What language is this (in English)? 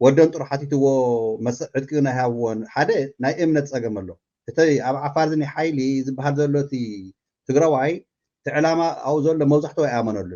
Tigrinya